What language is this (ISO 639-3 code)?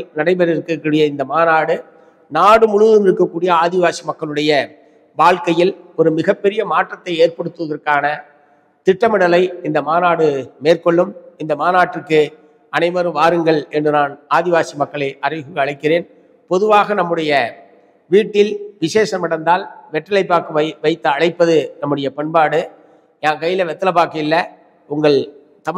tam